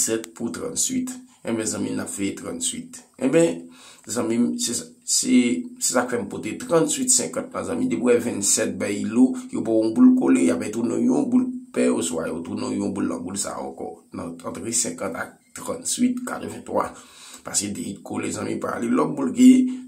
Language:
Haitian Creole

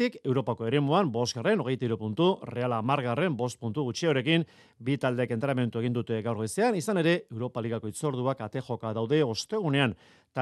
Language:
Basque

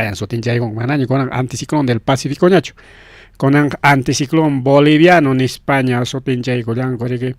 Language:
Ayacucho Quechua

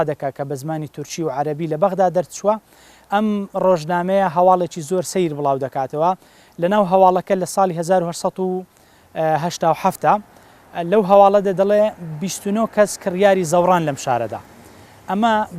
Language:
Central Kurdish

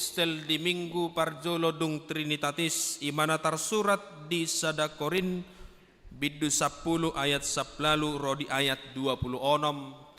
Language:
Batak Toba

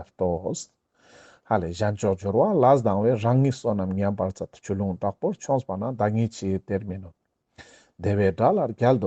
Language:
Ladakhi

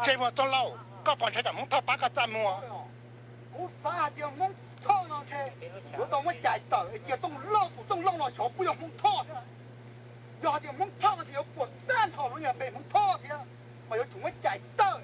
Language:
Hmong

